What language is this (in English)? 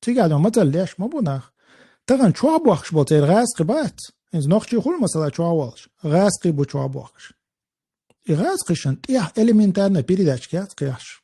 Chechen